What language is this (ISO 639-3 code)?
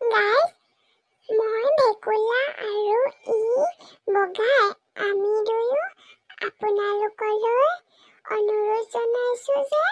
asm